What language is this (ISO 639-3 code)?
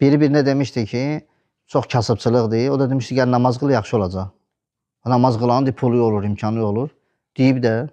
aze